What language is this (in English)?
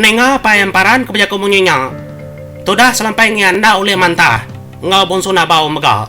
Iban